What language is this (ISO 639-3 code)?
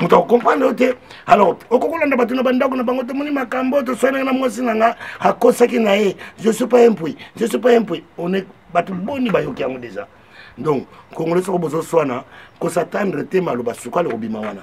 lin